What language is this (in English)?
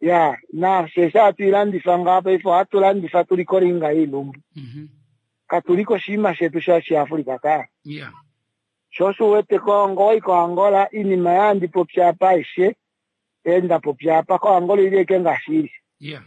Kuanyama